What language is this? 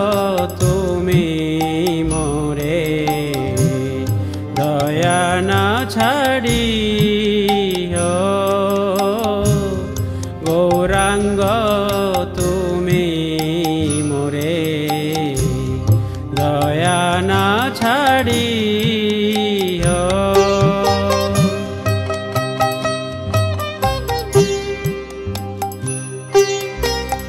Bangla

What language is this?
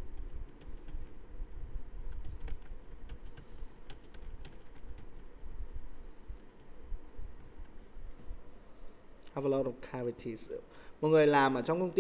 Vietnamese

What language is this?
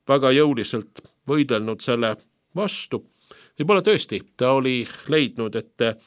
Estonian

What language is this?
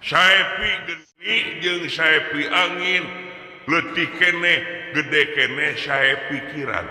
Sundanese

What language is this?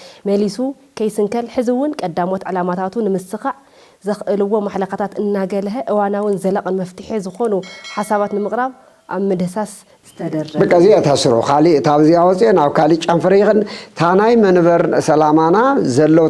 Tigrinya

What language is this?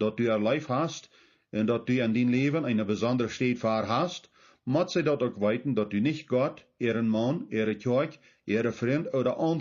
Plautdietsch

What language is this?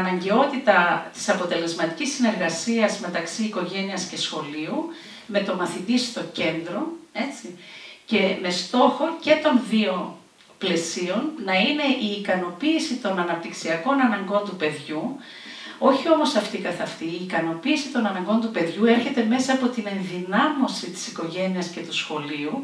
Greek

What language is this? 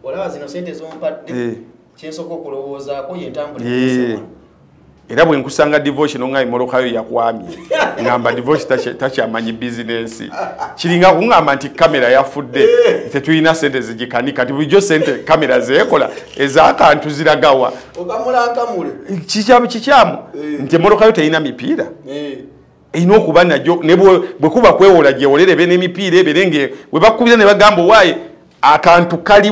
Ganda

